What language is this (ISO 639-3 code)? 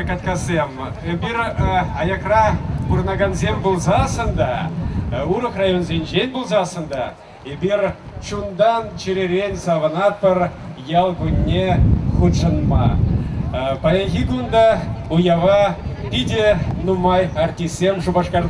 chv